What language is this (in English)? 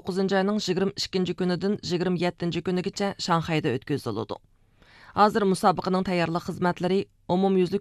Uyghur